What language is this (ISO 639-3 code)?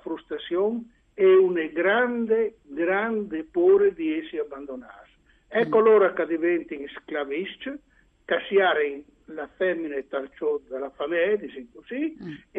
fur